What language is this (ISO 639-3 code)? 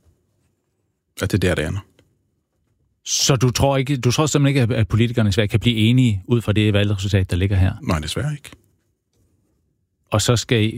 dan